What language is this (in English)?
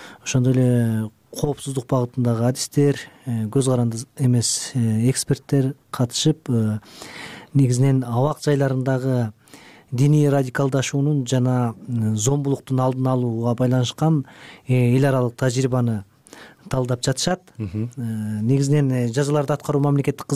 Kyrgyz